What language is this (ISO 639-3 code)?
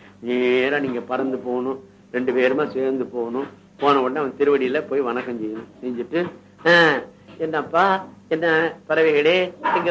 tam